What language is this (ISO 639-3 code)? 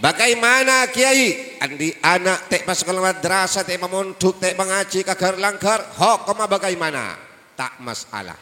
mad